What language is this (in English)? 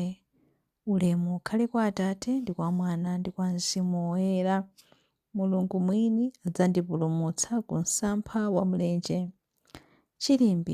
Nyanja